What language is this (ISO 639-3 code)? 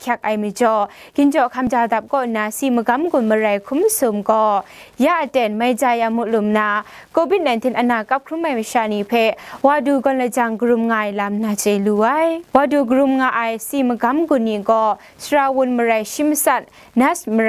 kac